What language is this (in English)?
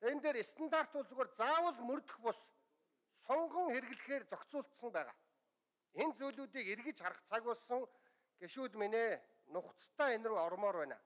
Mongolian